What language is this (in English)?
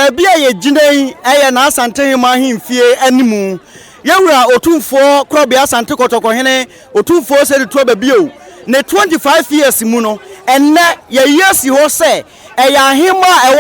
Akan